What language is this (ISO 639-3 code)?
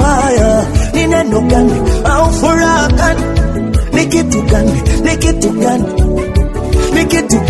swa